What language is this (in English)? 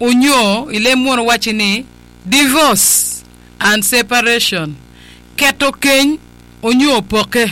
Acoli